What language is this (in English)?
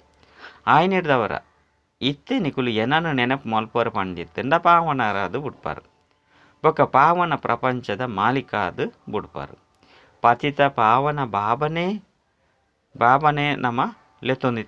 Tulu